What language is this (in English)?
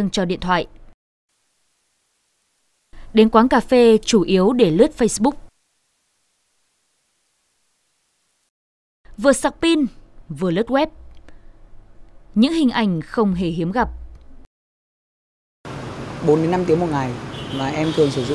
Vietnamese